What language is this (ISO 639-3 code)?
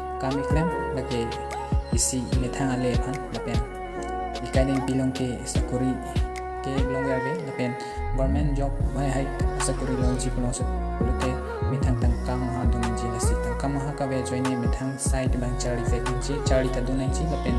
mjw